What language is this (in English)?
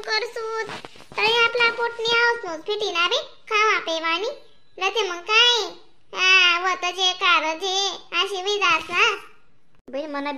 Khandesi